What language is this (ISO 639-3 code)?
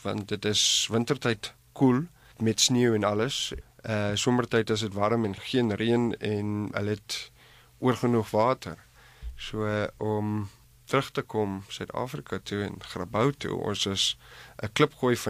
afr